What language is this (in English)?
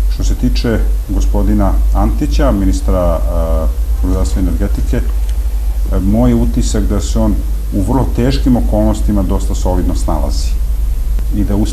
Serbian